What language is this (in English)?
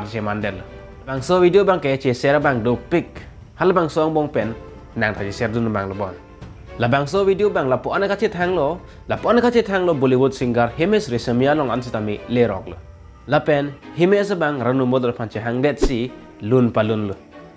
Karbi